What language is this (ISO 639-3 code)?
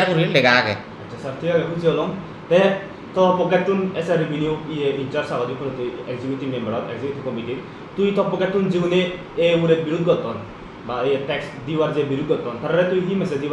ccp